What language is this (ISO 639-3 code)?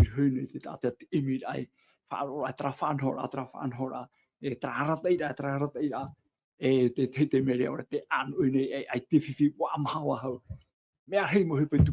tah